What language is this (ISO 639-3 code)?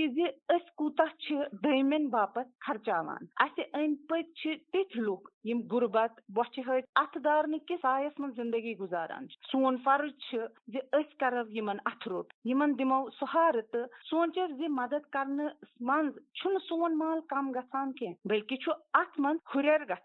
kas